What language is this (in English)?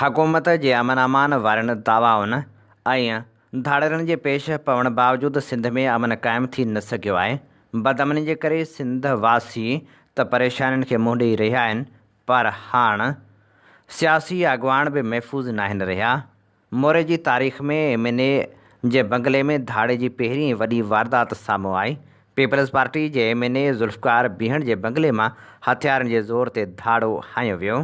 Sindhi